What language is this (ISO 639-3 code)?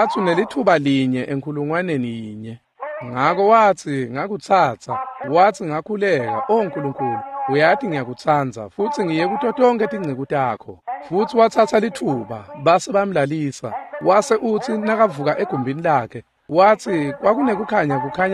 ssw